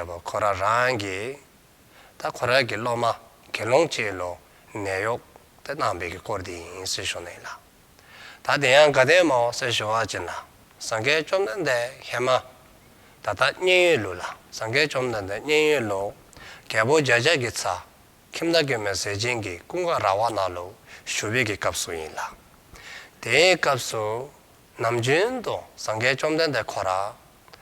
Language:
Dzongkha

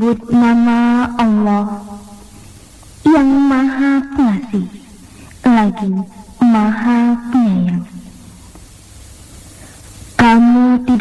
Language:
Indonesian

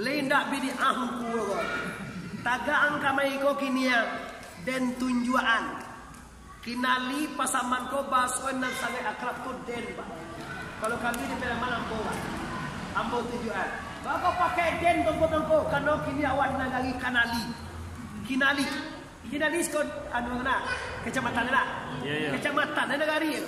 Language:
Minangkabau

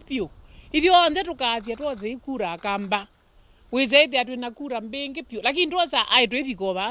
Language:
Kamba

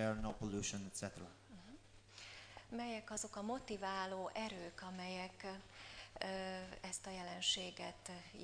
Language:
Hungarian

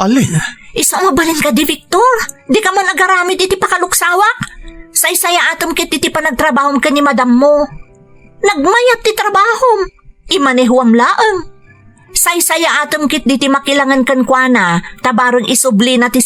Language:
Iloko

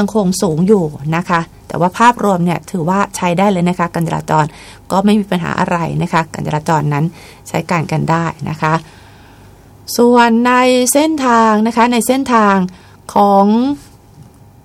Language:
Thai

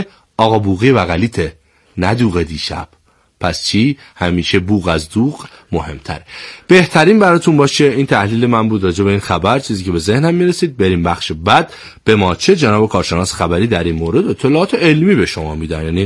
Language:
Persian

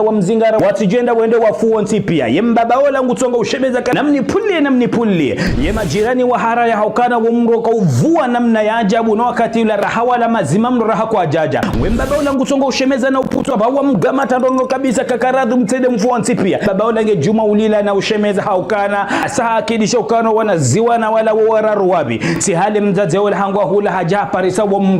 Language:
Ngazidja Comorian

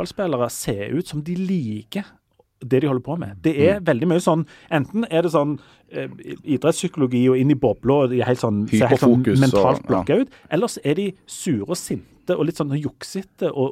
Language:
Norwegian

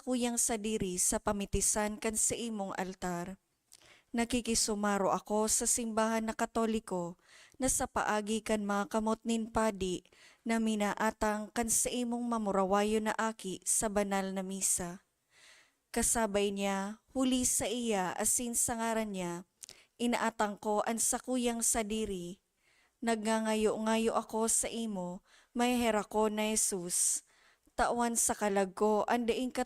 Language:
Bikol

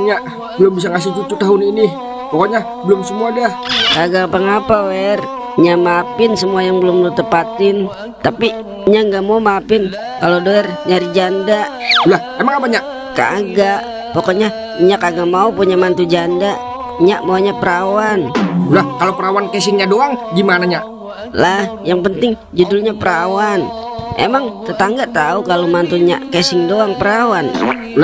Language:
Betawi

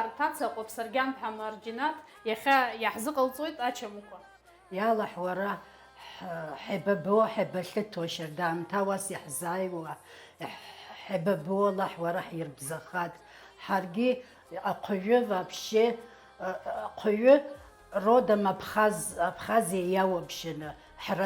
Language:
Abkhazian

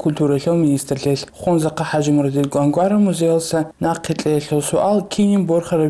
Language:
Avaric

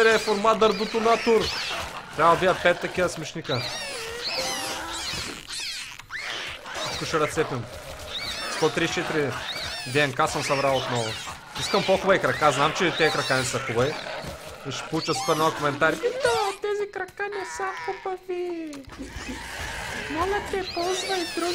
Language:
Bulgarian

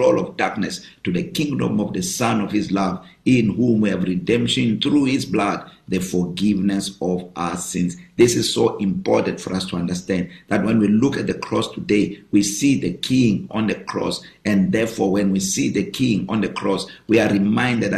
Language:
English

